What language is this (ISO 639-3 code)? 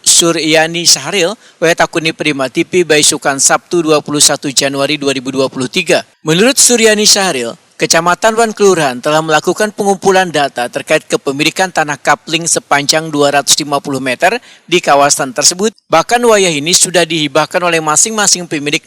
bjn